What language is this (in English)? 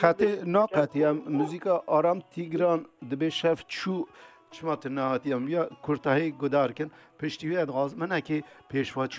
Kurdish